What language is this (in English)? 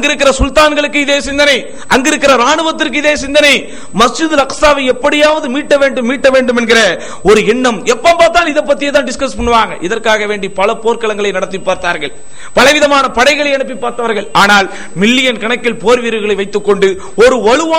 Tamil